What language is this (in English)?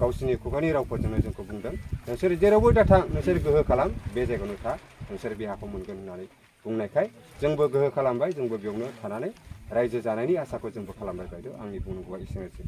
Bodo